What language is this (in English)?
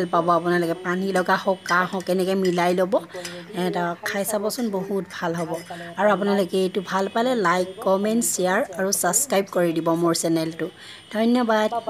Assamese